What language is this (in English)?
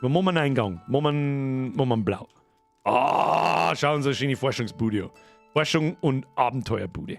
Bavarian